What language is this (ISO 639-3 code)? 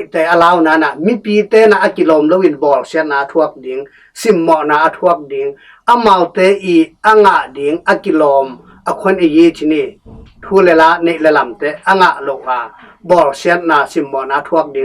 ctd